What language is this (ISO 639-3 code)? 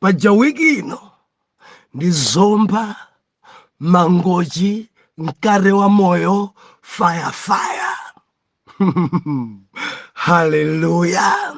nya